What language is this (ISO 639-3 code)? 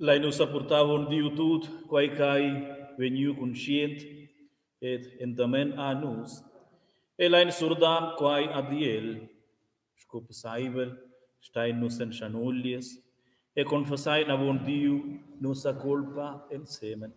roh